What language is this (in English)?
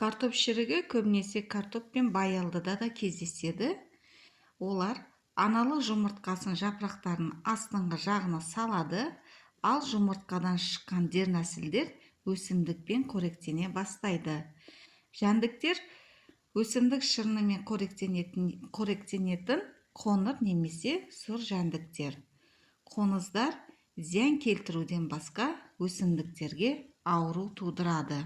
Kazakh